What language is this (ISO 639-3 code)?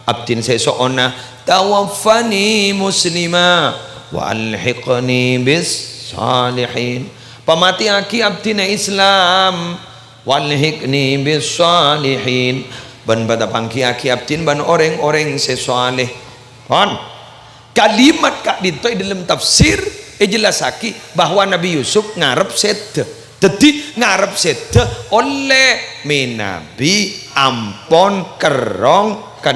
mad